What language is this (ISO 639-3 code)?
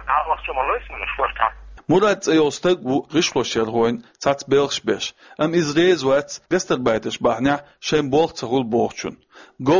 che